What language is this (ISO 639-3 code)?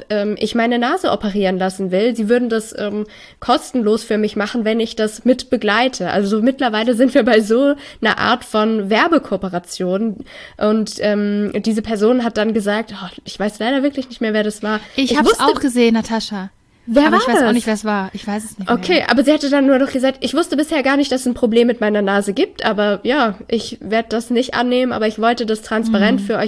deu